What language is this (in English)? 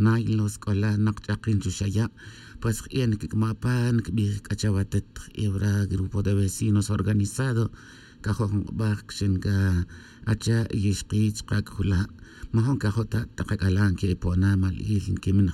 Tz'utujil